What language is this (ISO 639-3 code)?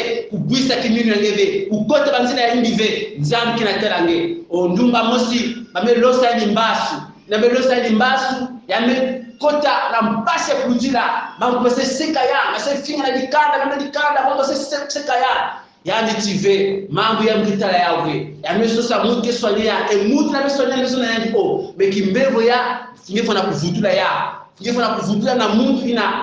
kon